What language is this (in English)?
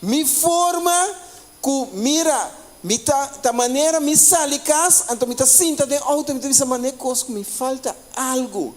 Papiamento